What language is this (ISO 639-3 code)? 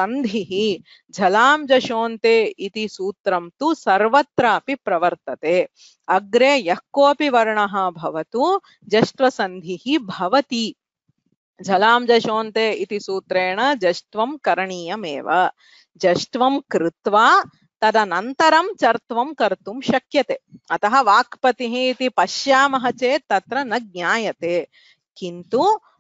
san